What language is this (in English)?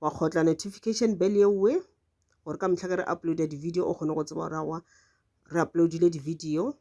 Northern Sotho